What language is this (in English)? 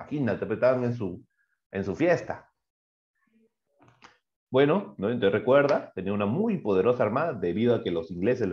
Spanish